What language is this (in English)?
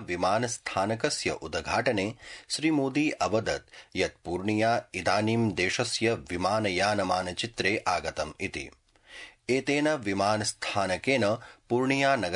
Sanskrit